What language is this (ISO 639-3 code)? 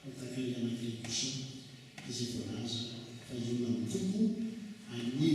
mlg